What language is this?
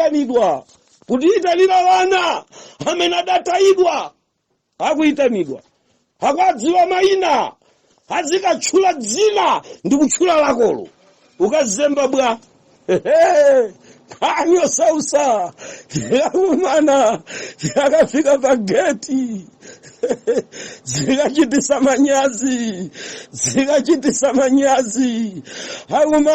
Nyanja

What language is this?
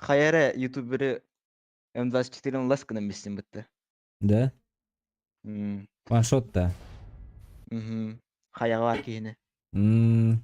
Yakut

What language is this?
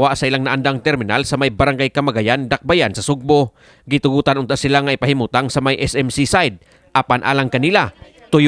Cebuano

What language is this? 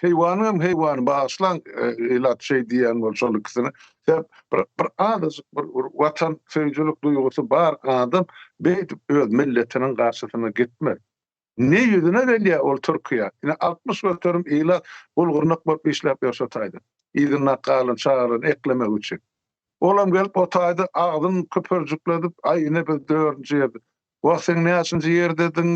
Turkmen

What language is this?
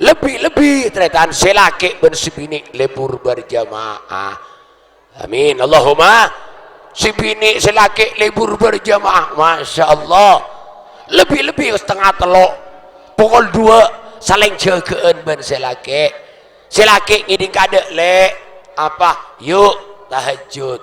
Madurese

